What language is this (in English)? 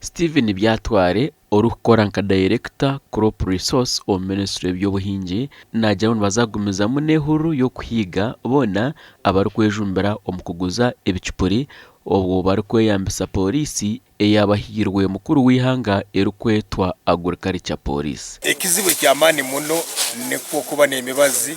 Nyankole